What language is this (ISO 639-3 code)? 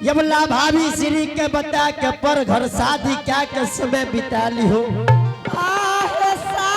anp